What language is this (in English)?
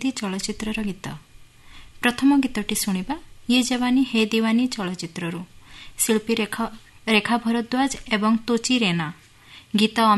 Odia